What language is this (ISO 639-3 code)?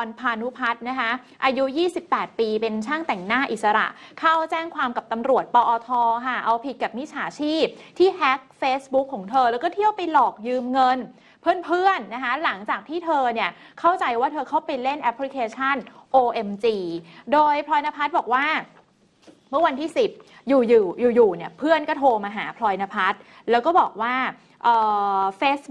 tha